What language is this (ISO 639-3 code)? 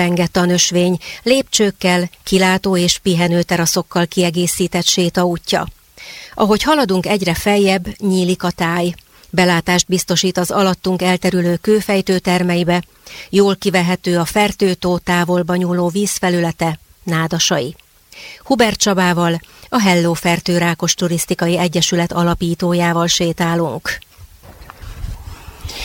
hun